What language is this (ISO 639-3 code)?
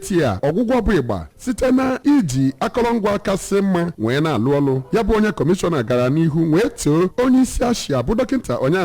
ibo